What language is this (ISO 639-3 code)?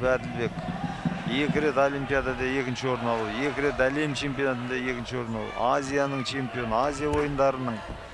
kaz